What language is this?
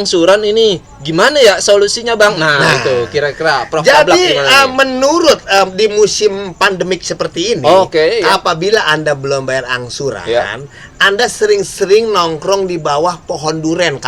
Betawi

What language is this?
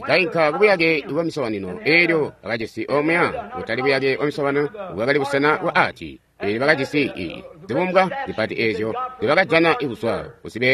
Tonga (Zambia)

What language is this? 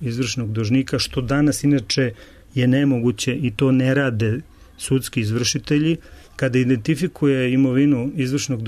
Serbian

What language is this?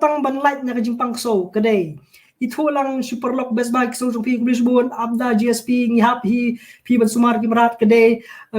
Khasi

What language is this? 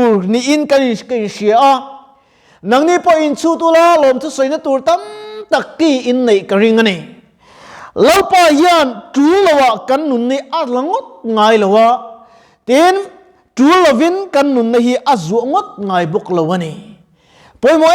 Mizo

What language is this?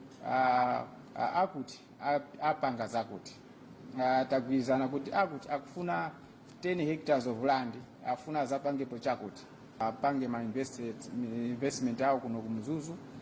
Nyanja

